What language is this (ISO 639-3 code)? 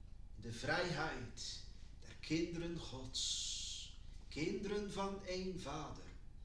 nld